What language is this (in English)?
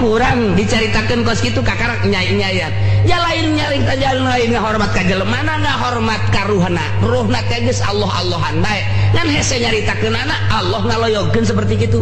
Sundanese